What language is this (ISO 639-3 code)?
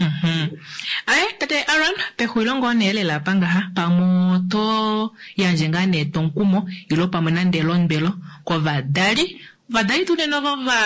kua